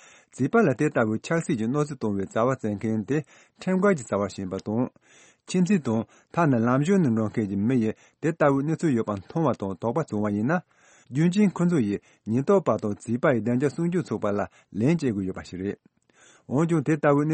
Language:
Tibetan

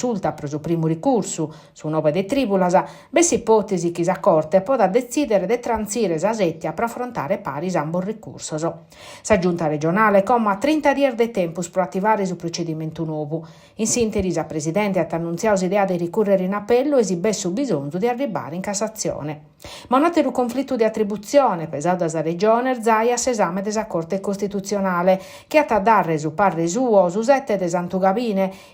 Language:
Sardinian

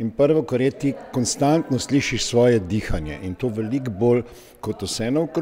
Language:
Slovenian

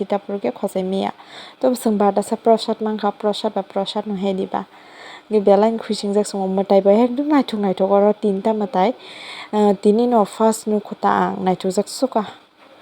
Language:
Kok Borok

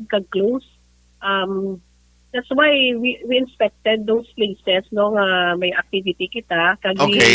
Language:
Hiligaynon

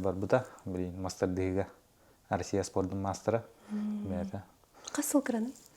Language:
Yakut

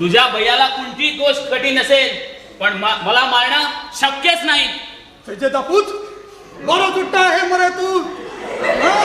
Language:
Konkani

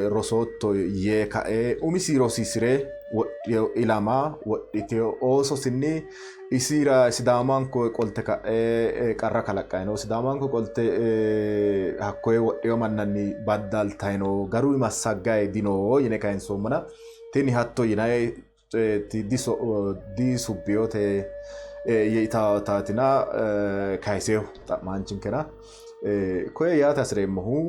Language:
Sidamo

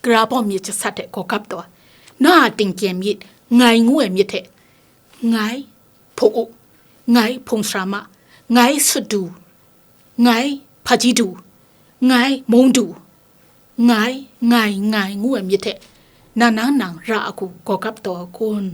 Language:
Kachin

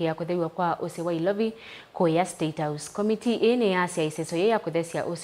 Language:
Kamba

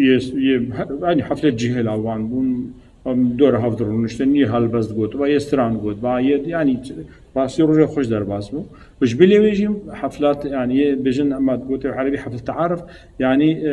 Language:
Kurdish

